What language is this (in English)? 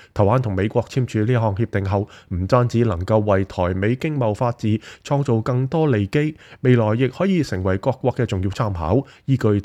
Cantonese